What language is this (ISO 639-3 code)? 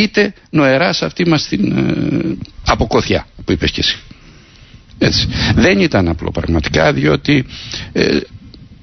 ell